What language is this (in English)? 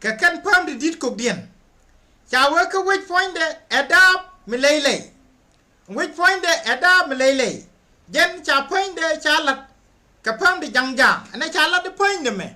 Nuer